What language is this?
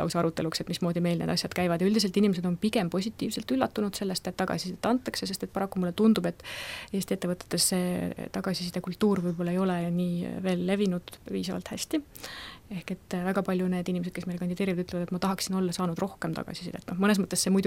Estonian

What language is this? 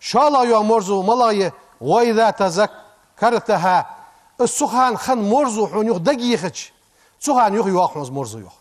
Ingush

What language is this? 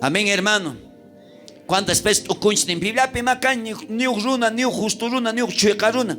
South Bolivian Quechua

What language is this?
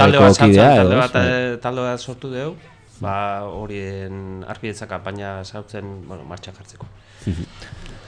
Basque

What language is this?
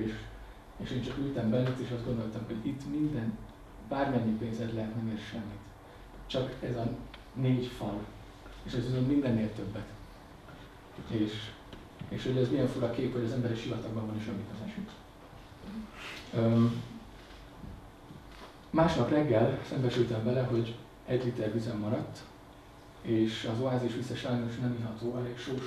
Hungarian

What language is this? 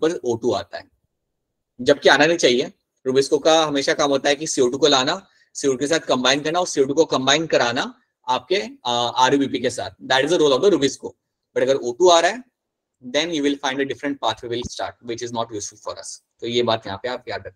Hindi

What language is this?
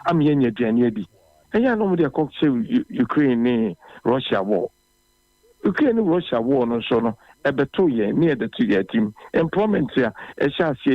Akan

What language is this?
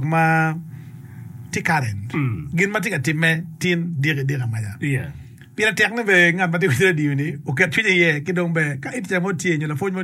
Acoli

